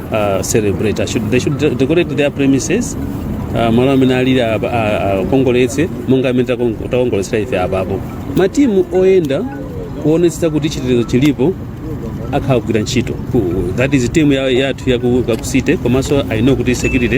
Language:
Nyanja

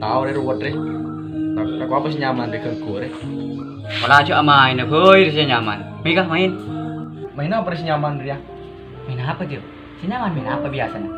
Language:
Madurese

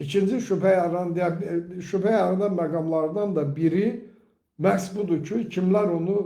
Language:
Azerbaijani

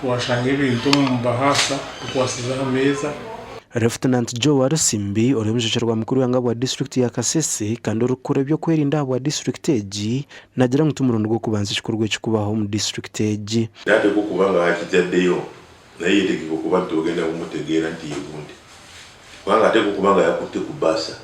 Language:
Nyankole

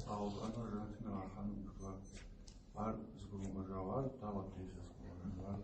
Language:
Kabardian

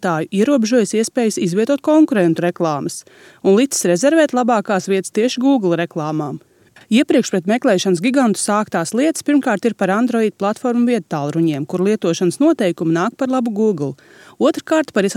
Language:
Latvian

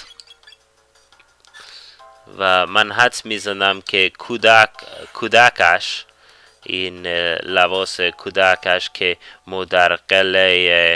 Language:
Persian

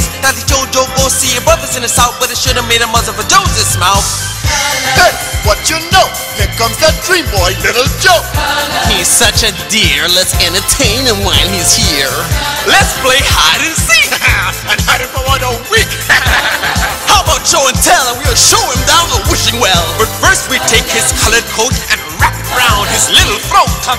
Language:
English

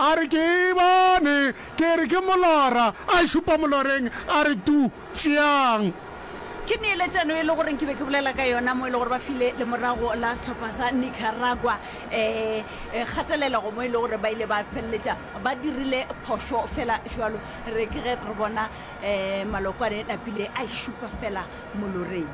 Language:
Northern Sotho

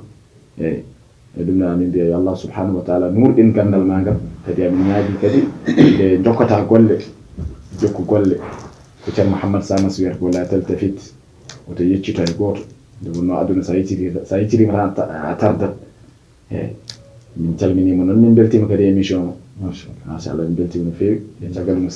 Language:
Fula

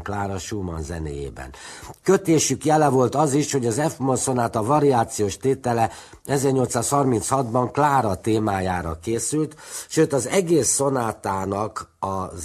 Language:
Hungarian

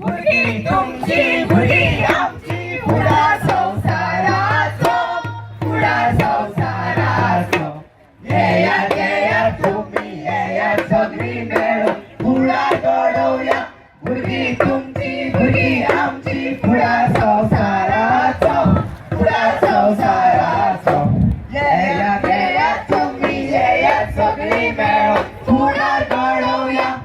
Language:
Konkani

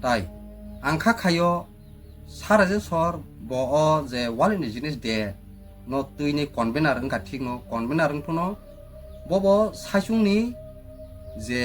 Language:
Kok Borok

